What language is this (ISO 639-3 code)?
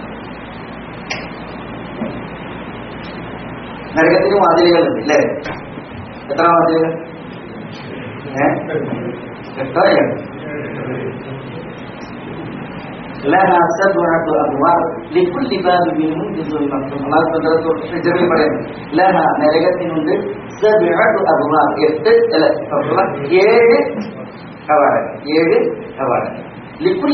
mal